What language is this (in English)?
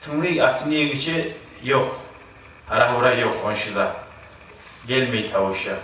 Kumyk